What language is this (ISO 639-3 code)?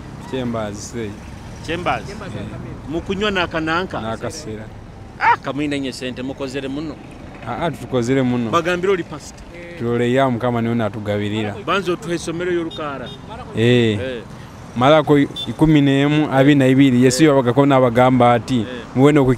nyo